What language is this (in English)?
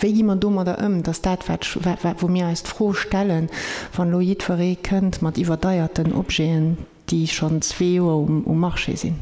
Luxembourgish